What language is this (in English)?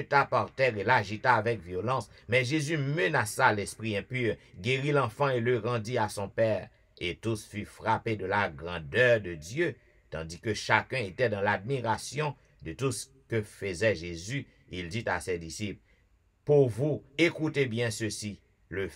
French